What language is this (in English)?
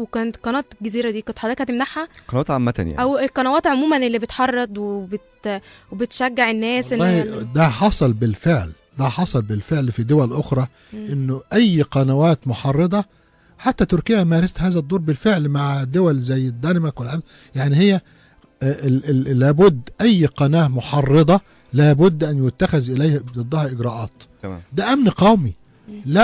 Egyptian Arabic